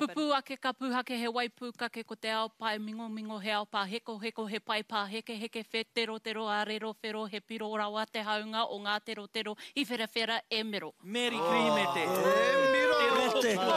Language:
Māori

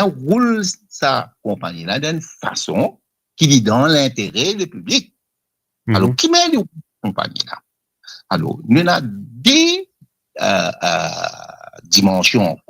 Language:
Morisyen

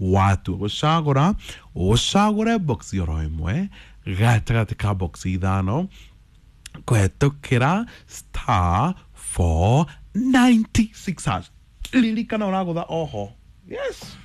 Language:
Kikuyu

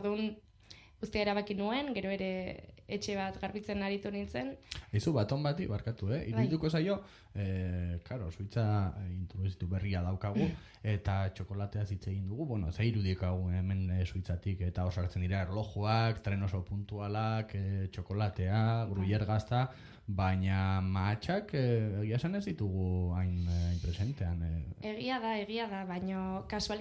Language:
Basque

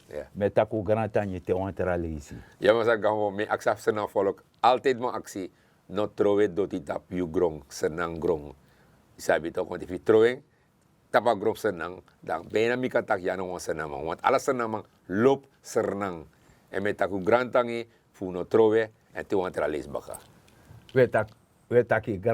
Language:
Sranan Tongo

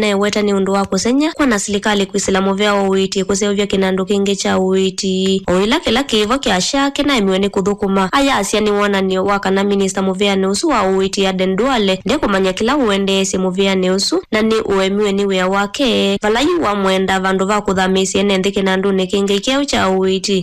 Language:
Kamba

